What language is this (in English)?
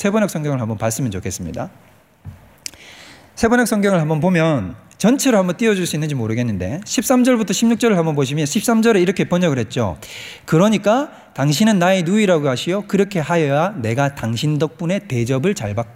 Korean